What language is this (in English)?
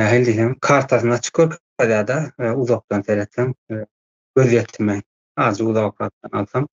Turkmen